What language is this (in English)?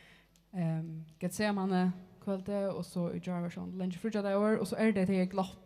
Faroese